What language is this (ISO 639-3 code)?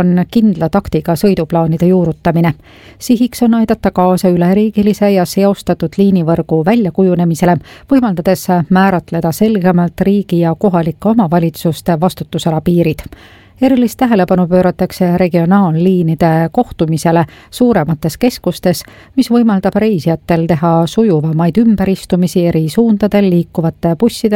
est